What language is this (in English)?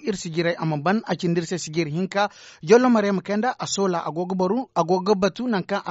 Zarma